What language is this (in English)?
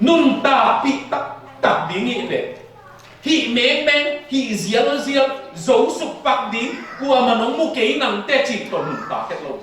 Tedim Chin